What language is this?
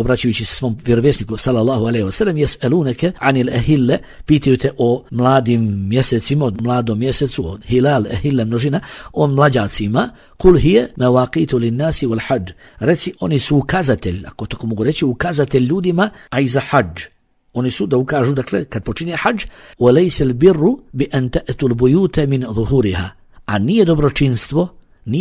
Bosnian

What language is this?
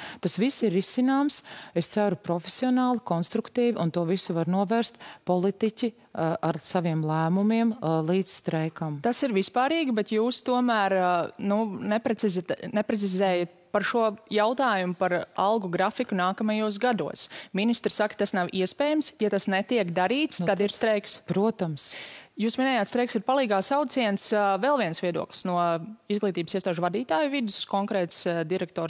Latvian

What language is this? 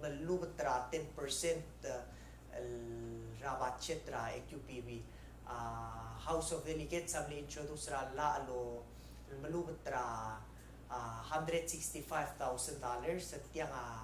Palauan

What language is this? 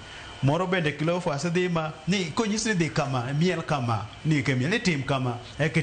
Luo (Kenya and Tanzania)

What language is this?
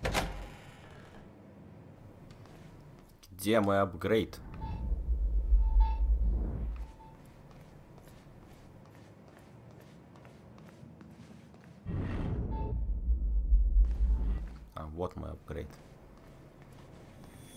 Russian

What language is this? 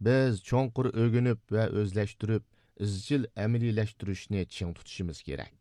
Uyghur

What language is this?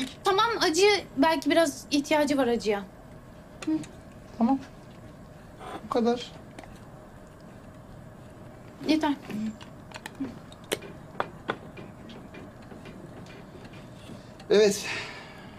Turkish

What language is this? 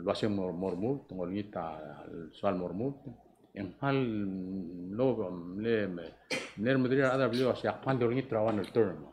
Palauan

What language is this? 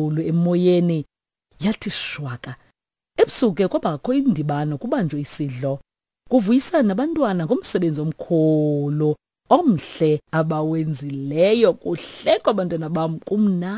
Xhosa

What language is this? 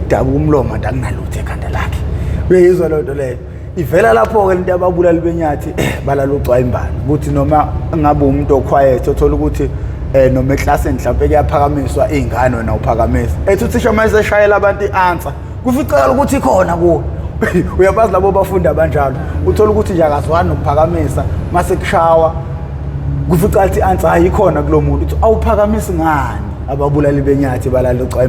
Zulu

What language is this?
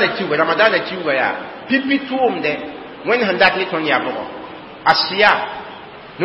Mossi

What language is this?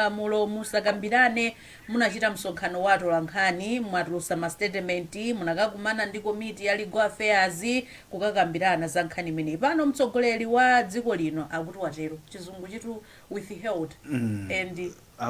Nyanja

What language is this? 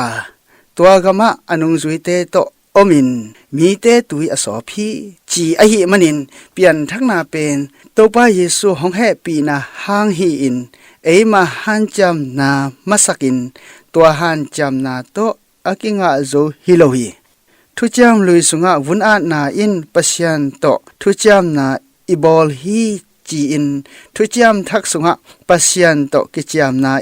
Tedim Chin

